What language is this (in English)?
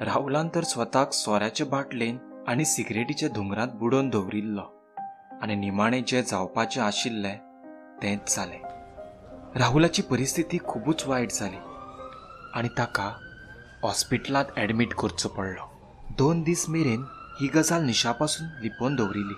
Konkani